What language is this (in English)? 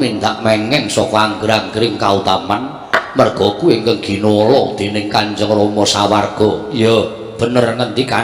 Javanese